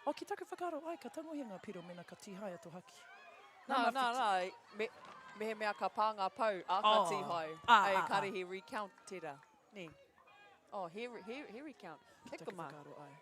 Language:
Māori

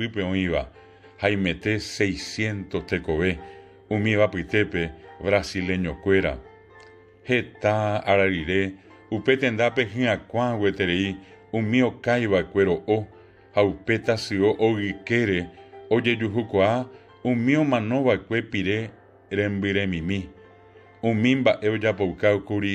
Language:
Guarani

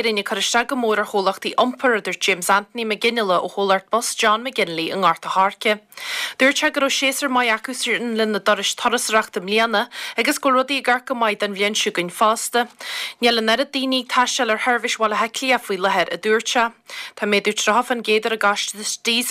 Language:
Irish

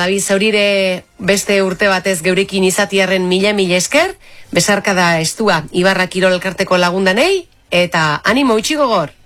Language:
Basque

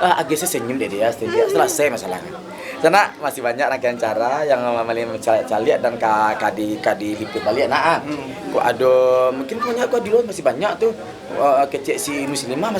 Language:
Minangkabau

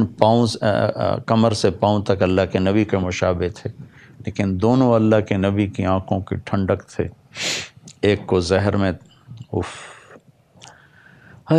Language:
Urdu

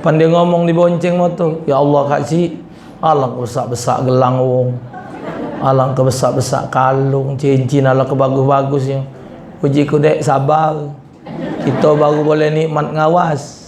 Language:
Musi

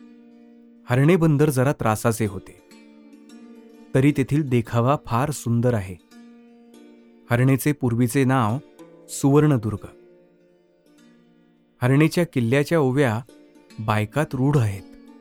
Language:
Marathi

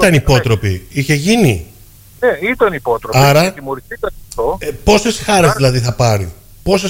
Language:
Greek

